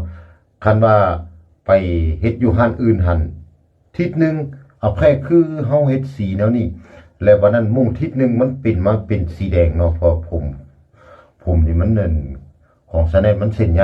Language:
Lao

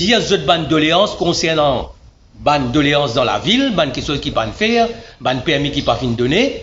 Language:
Morisyen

